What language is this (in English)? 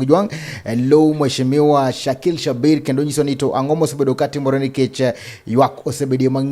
Luo (Kenya and Tanzania)